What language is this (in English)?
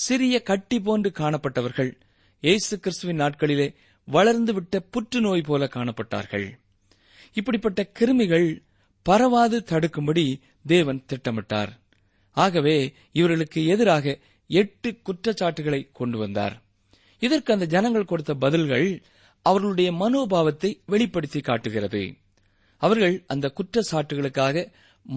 Tamil